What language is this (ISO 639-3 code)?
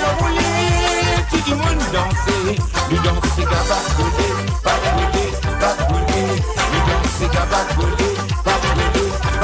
mfe